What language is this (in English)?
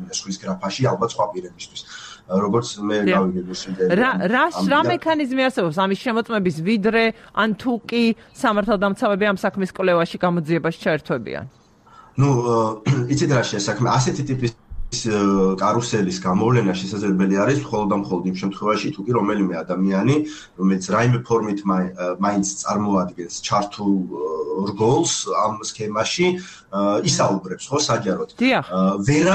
Georgian